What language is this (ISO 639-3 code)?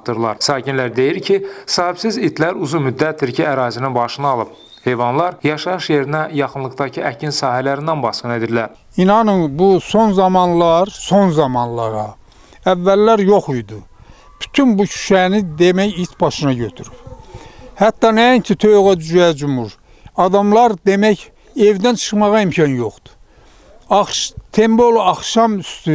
aze